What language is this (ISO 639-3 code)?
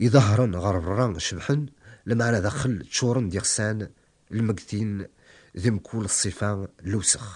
kab